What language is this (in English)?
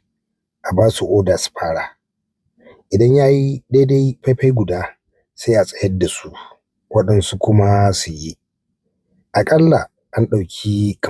Hausa